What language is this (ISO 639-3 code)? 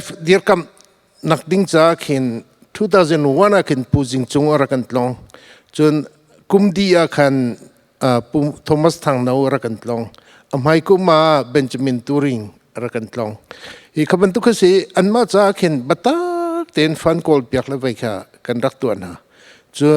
cnh